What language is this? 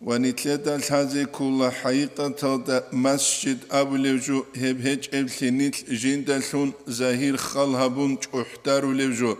Avaric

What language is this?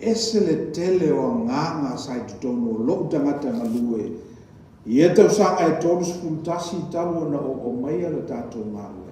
Samoan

